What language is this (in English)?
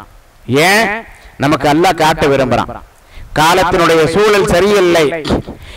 Tamil